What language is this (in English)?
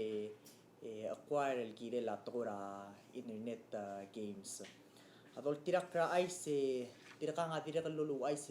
Palauan